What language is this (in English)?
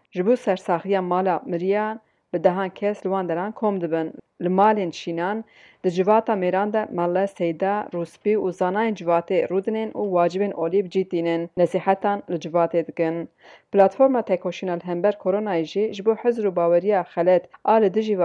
Kurdish